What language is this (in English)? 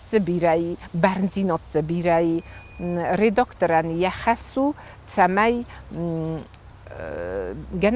Ossetic